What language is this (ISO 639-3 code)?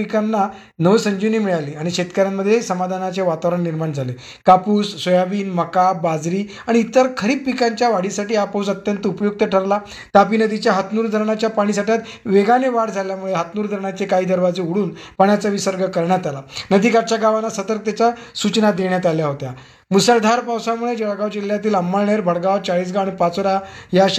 mar